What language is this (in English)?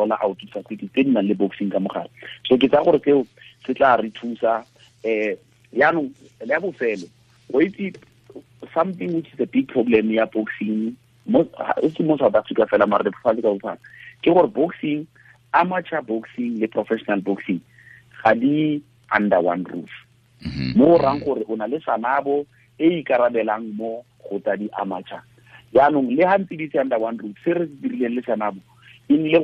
Tswana